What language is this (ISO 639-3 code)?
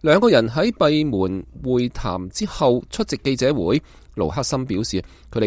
yue